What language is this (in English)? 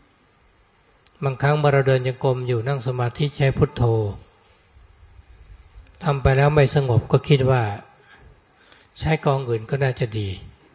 Thai